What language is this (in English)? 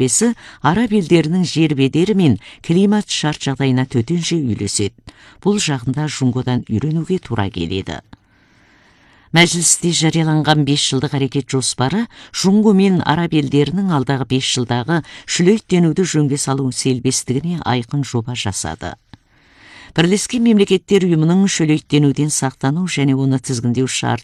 Kazakh